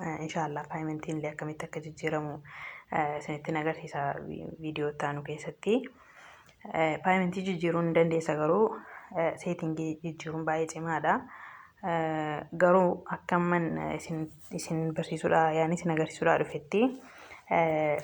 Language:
Oromo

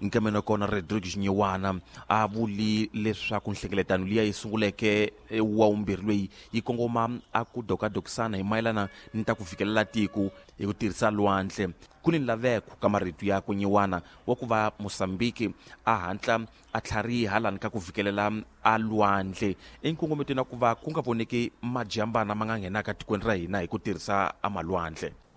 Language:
Tsonga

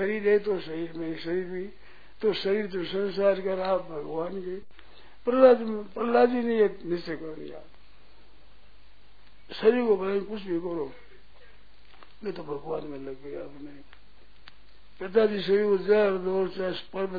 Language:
Hindi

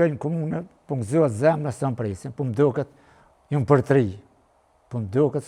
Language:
Albanian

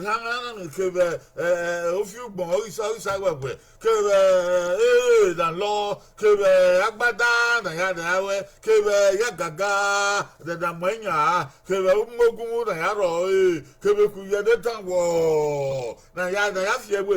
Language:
Bini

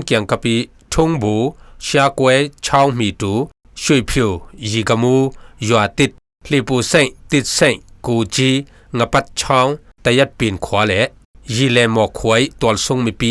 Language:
Falam Chin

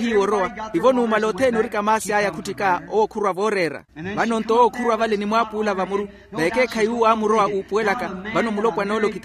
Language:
Makhuwa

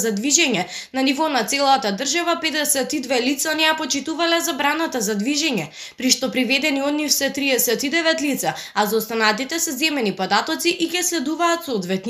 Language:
Macedonian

